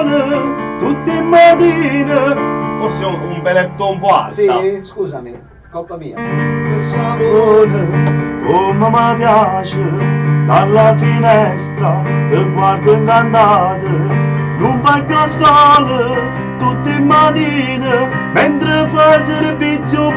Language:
Neapolitan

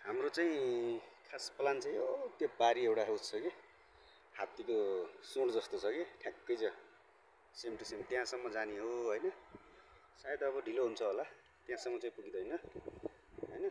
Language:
Nepali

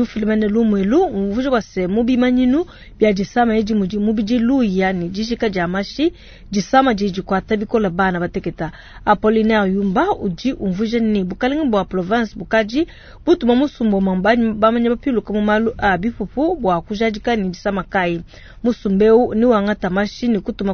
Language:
Luba-Lulua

